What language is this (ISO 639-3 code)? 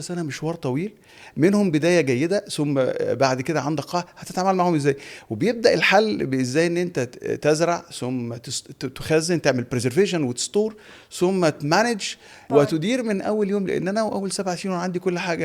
arz